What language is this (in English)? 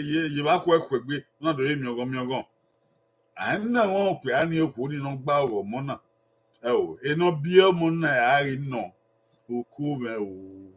Bini